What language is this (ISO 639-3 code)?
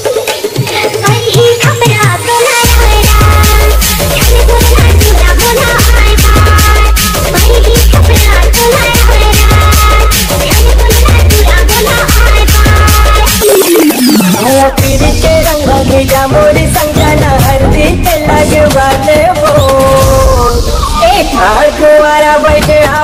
bho